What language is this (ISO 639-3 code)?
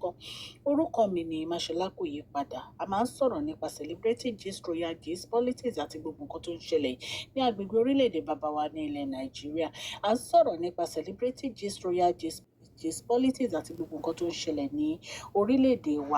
yor